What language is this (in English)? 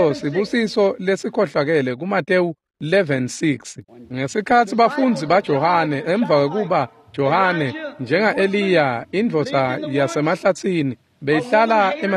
Swati